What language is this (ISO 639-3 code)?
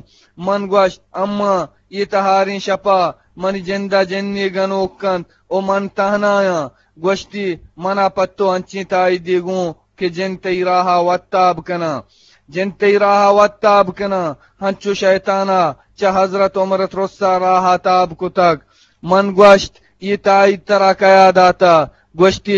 bgp